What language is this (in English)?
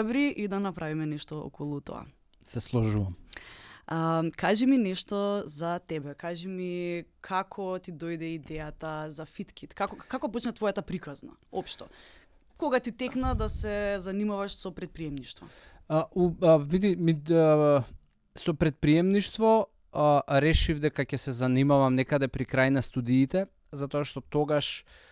Macedonian